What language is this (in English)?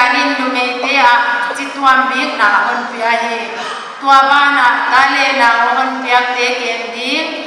Paite Chin